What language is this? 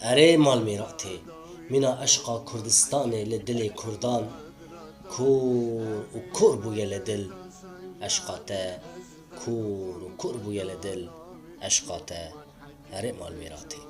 Kurdish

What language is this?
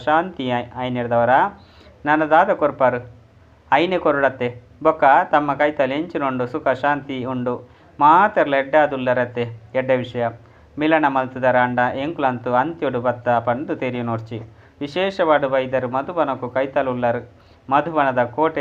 Tulu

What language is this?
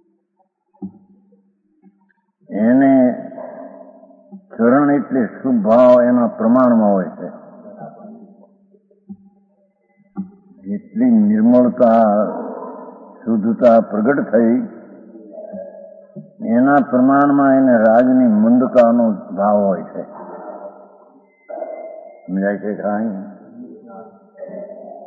Gujarati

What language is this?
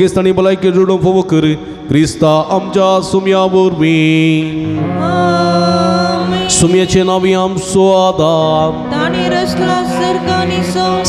Konkani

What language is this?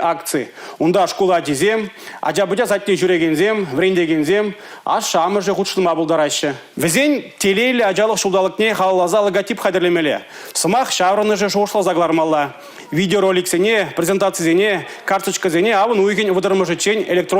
Chuvash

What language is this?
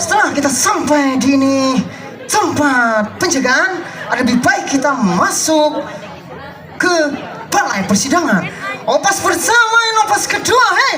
Banjar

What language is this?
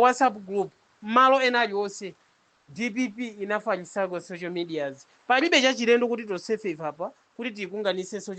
Nyanja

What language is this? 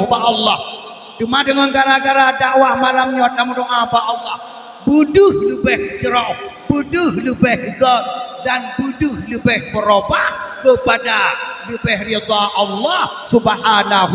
Achinese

